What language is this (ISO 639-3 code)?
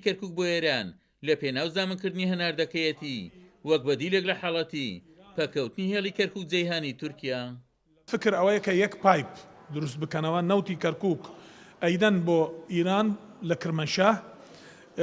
ckb